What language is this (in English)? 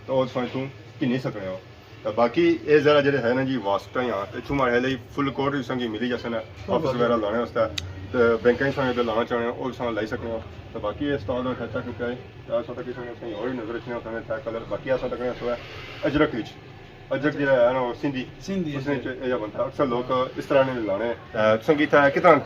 Pahari-Potwari